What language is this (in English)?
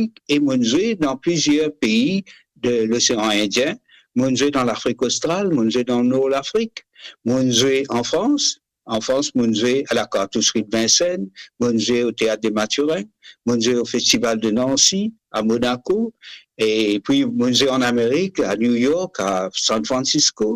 Morisyen